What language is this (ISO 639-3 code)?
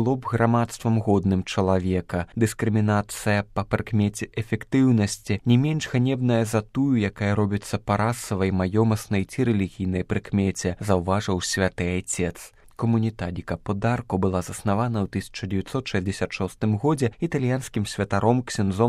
bel